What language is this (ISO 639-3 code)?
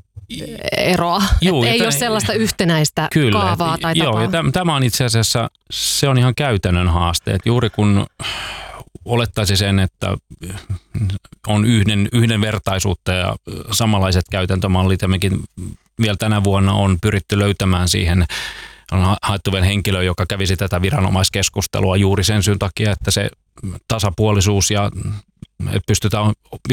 fin